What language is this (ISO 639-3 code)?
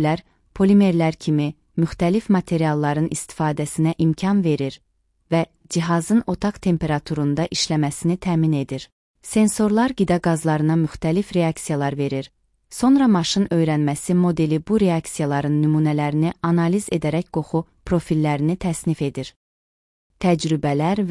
aze